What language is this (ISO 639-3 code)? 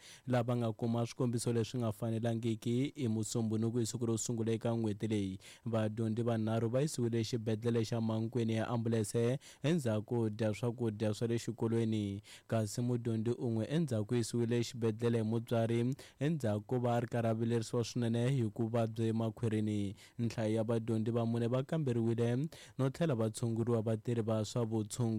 tso